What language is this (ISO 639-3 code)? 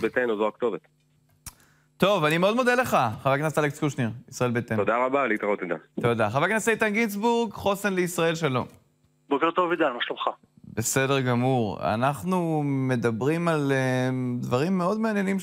heb